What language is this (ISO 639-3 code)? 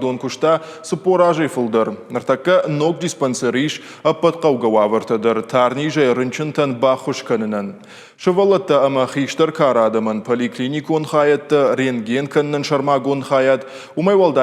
oss